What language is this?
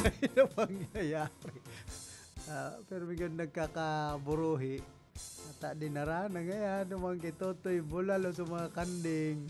Bikol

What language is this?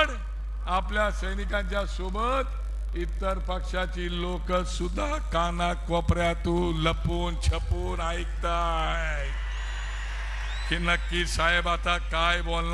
Marathi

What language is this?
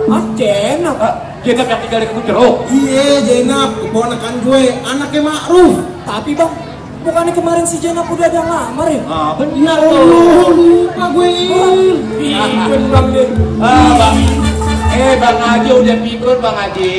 Betawi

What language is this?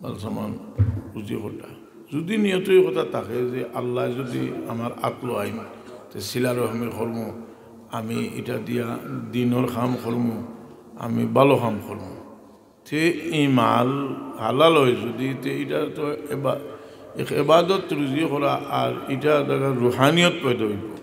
Sylheti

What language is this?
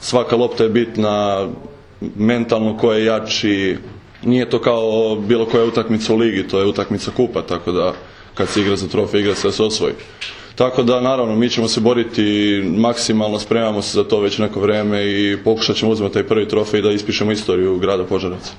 Serbian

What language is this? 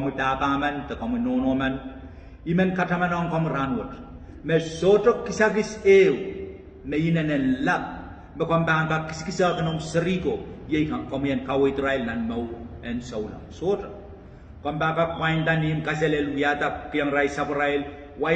Pohnpeian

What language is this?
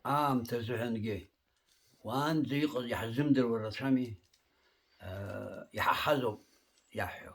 Abkhazian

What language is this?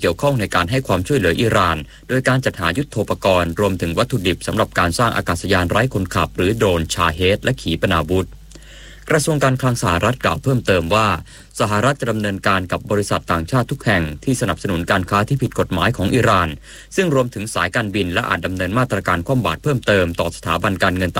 Thai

